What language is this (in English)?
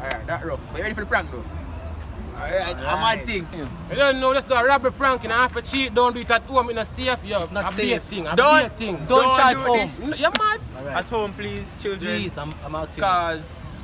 Jamaican Creole English